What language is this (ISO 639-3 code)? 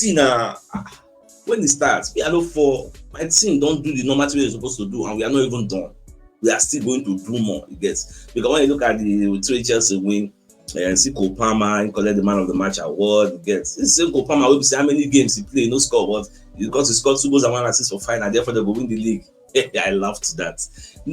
pcm